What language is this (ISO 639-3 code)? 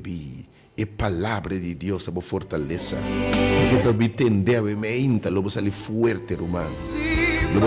pap